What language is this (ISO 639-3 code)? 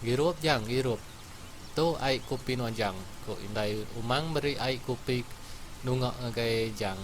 iba